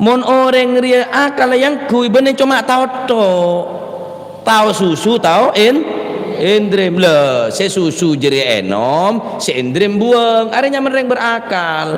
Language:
Madurese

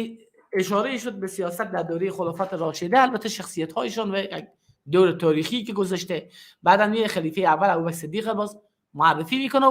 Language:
Persian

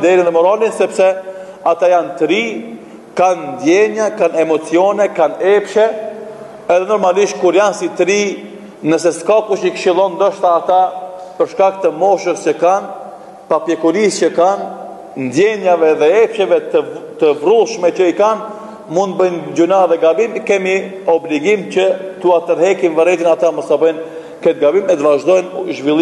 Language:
Albanian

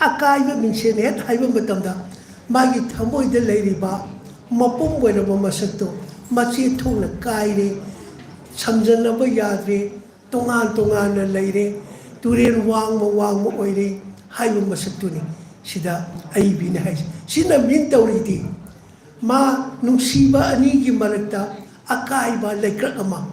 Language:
Manipuri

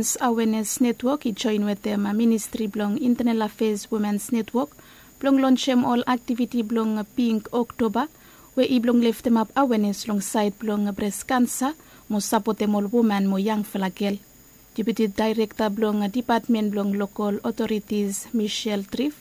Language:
Bislama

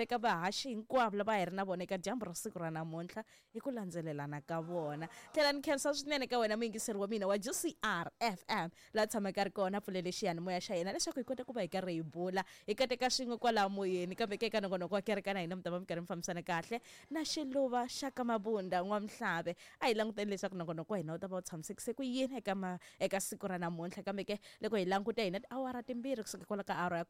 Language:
Tsonga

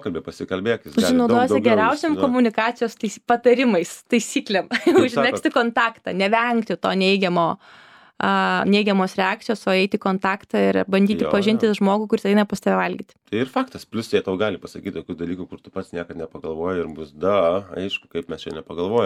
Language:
Lithuanian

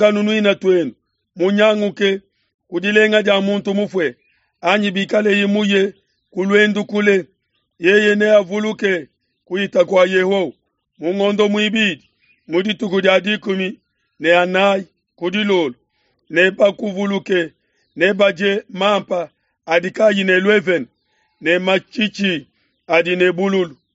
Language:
Luba-Lulua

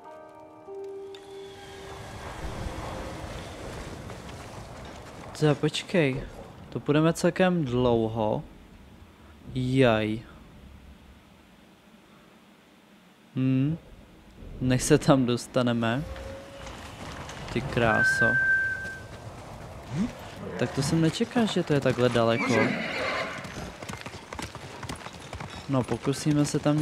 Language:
Czech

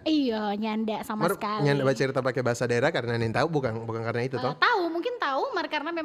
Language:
Manado Malay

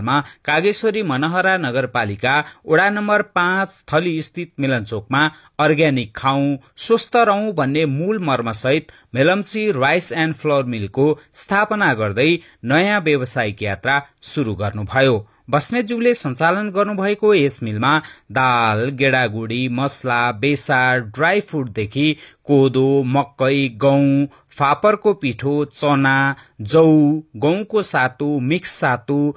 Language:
Nepali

